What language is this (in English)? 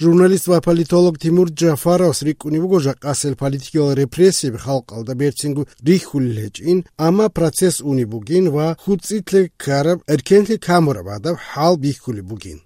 Avaric